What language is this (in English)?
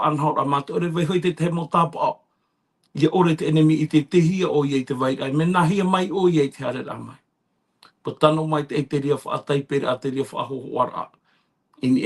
Tahitian